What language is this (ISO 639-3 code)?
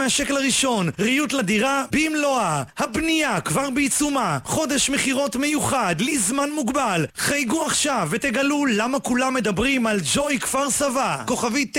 heb